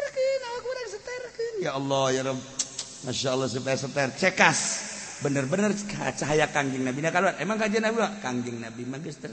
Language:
Sundanese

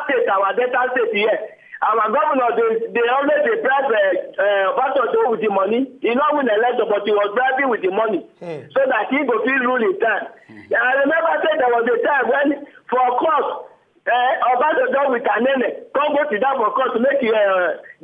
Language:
Nigerian Pidgin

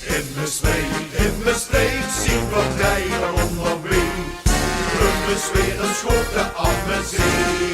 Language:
Limburgish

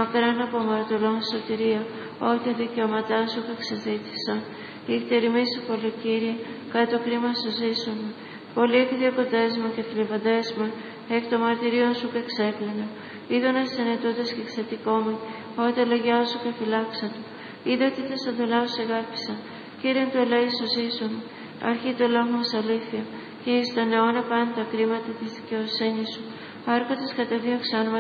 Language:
Greek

